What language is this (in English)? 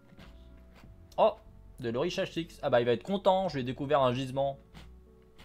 French